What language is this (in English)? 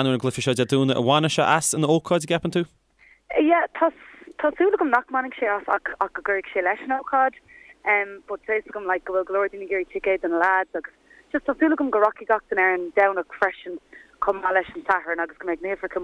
Irish